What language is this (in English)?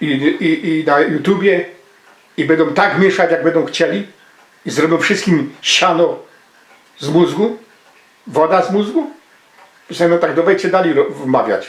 Silesian